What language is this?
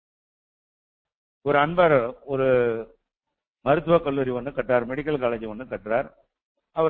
Tamil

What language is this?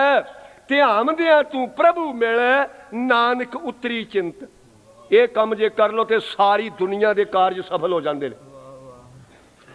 Punjabi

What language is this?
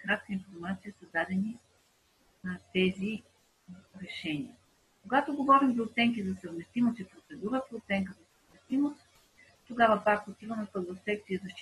Bulgarian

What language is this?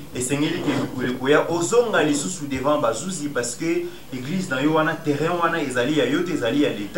Lingala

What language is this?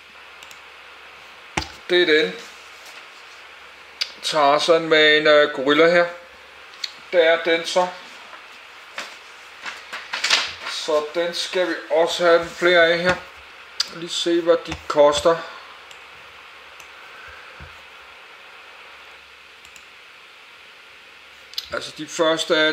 Danish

